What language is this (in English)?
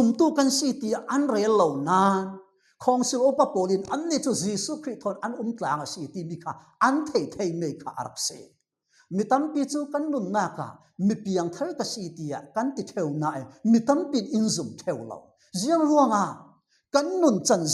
Falam Chin